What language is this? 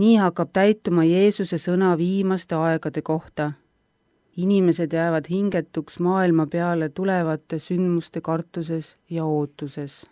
Estonian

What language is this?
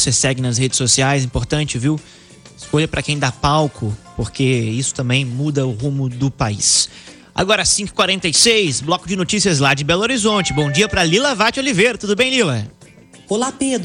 Portuguese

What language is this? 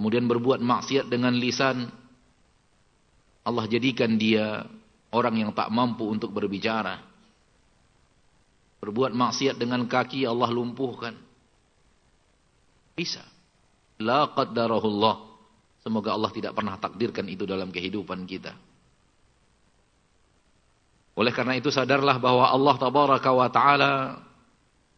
Indonesian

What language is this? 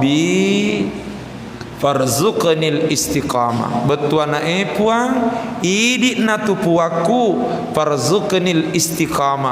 Buginese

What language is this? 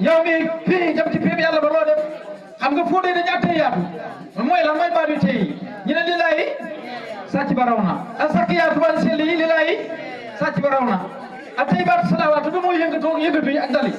Wolof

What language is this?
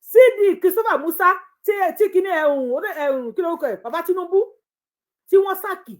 Yoruba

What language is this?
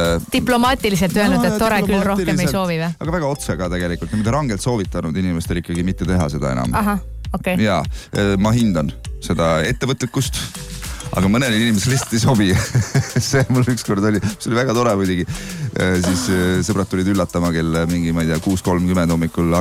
Estonian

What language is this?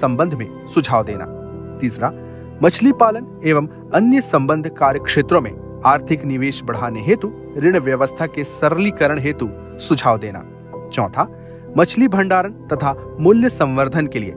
Hindi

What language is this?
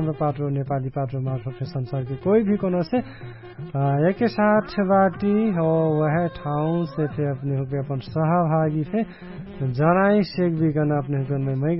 Dangaura Tharu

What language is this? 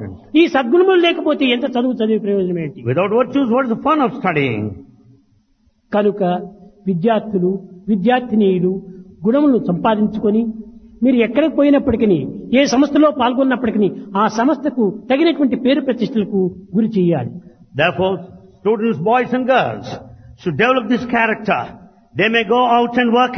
Telugu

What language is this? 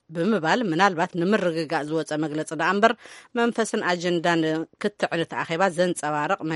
Tigrinya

